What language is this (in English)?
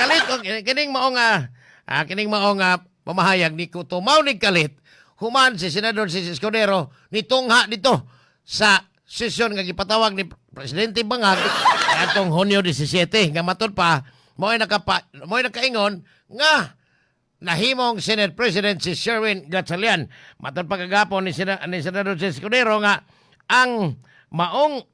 Cebuano